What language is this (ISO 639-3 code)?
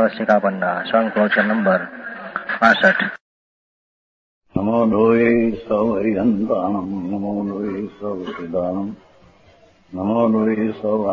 guj